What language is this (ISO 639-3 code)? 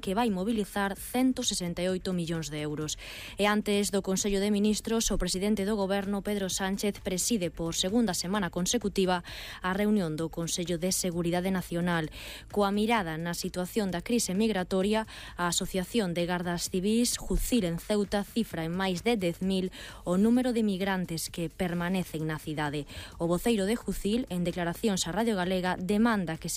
glg